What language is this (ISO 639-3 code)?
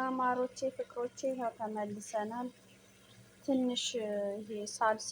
amh